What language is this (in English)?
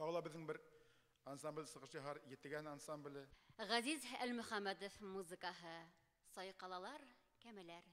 Bashkir